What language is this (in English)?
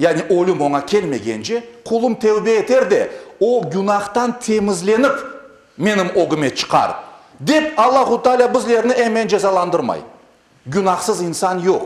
Crimean Tatar